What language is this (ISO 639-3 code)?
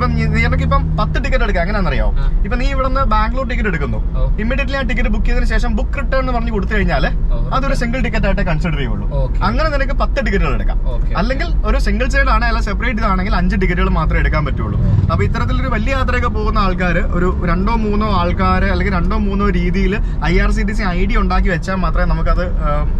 mal